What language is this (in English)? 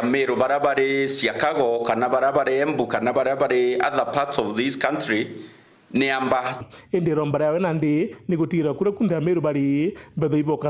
Meru